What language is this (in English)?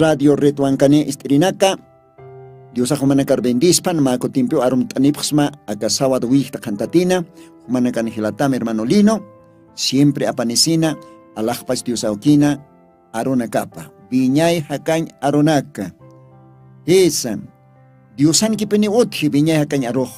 Aymara